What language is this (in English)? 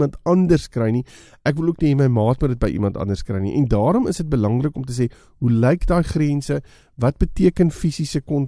Afrikaans